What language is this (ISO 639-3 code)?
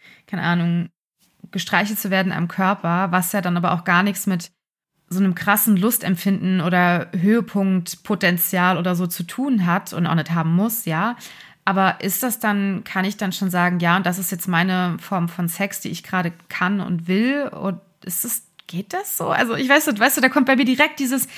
deu